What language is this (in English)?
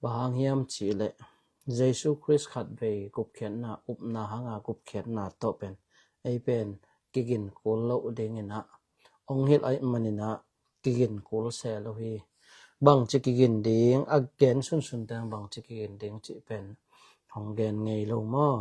Tedim Chin